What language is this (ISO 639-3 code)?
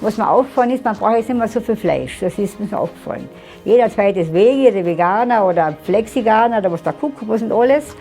bar